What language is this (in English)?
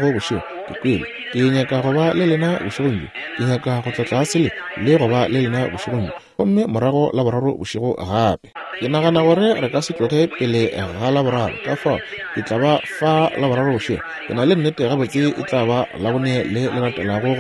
Northern Sotho